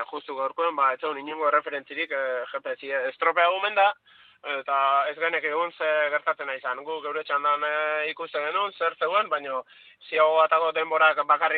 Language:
Basque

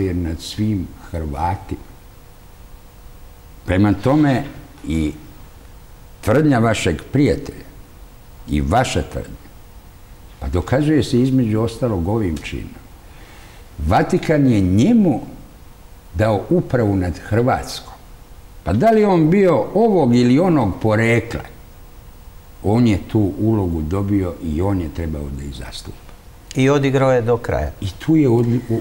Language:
Serbian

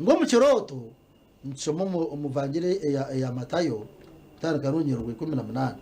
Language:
Nyankole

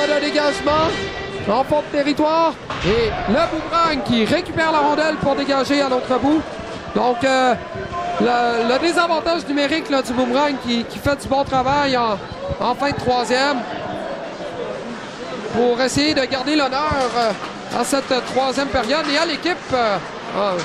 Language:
French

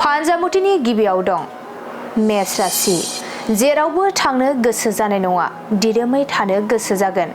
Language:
Bodo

